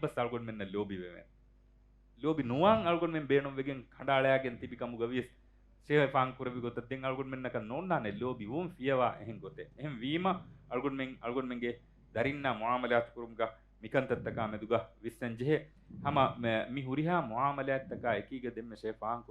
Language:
Divehi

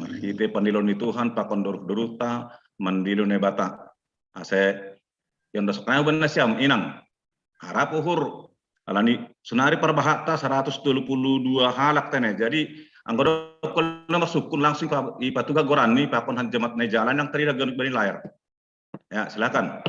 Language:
Batak Simalungun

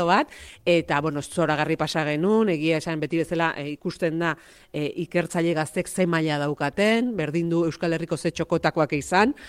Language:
Basque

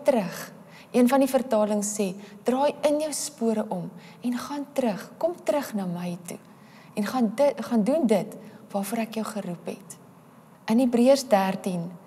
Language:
Afrikaans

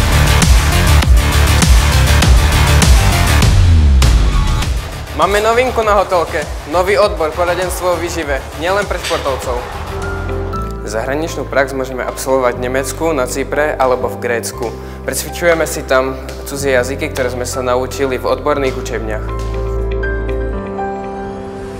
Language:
Slovak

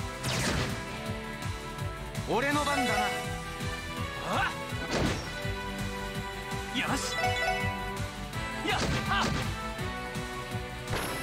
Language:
Japanese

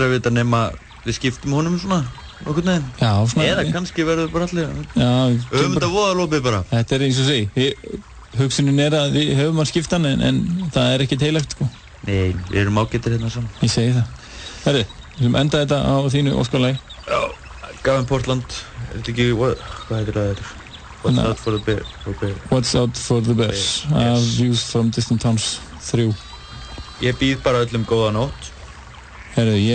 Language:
Icelandic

